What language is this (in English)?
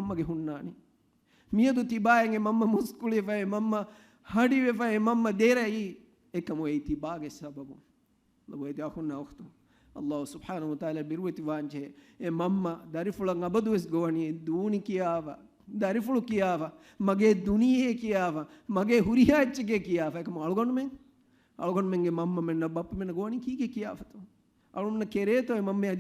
Divehi